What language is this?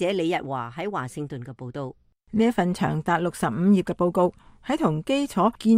Cantonese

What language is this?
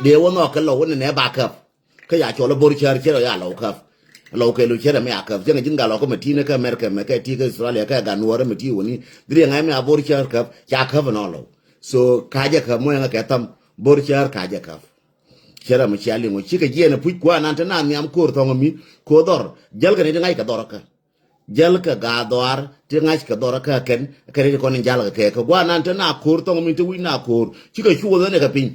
Nuer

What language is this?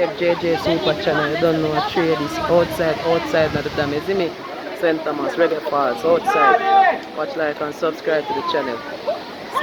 Jamaican Creole English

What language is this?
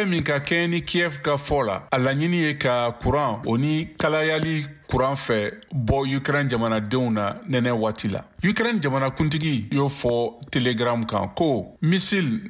Bambara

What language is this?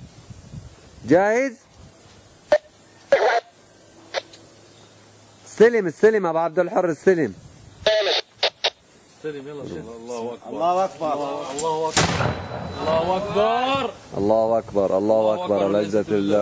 Arabic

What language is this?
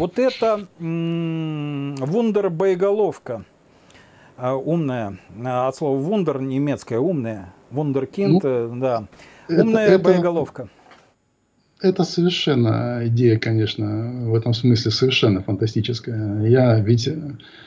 Russian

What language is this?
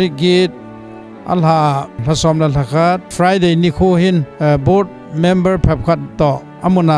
Thado Chin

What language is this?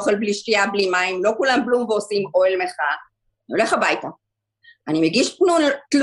Hebrew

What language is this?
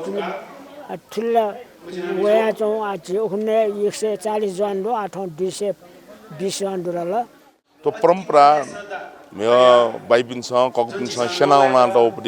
Newari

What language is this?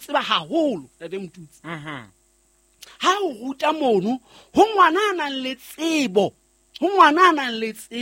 Southern Sotho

